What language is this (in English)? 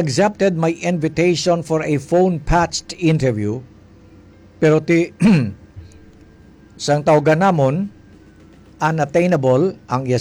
Hiligaynon